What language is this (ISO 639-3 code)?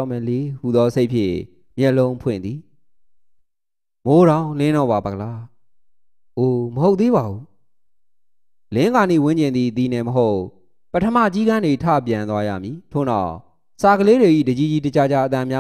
mya